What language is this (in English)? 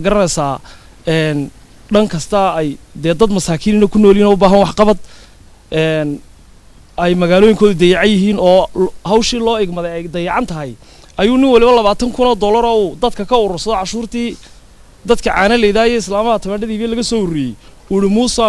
Somali